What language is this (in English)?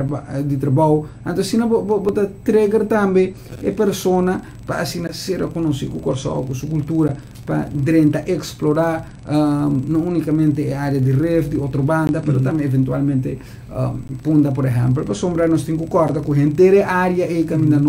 Papiamento